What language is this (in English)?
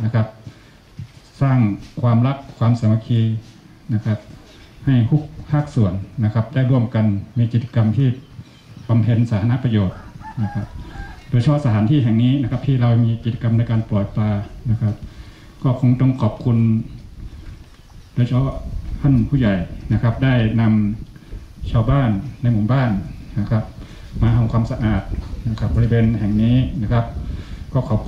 Thai